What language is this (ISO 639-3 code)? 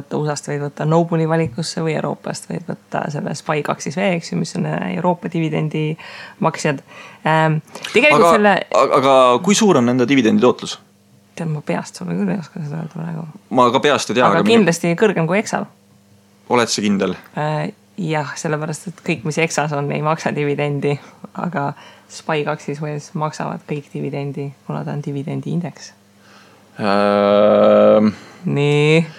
est